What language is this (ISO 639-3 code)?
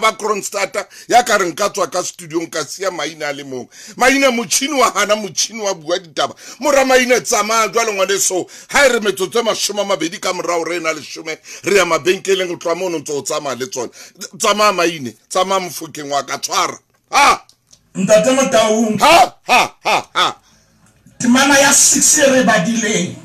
sot